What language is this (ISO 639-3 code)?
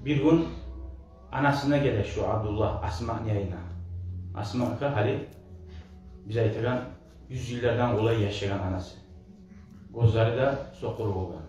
kum